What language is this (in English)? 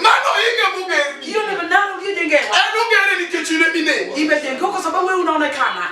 Luo (Kenya and Tanzania)